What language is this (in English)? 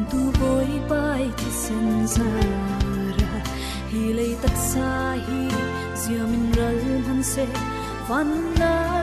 Falam Chin